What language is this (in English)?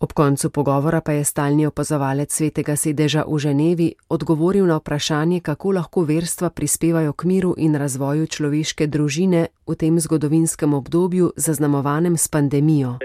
Slovenian